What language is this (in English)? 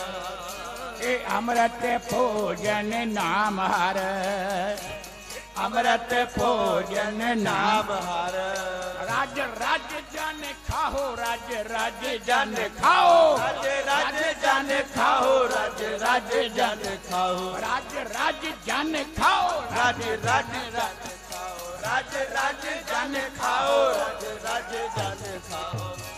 Punjabi